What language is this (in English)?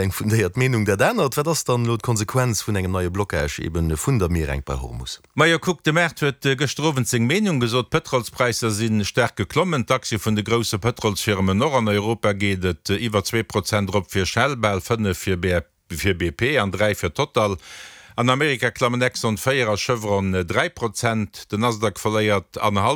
Luxembourgish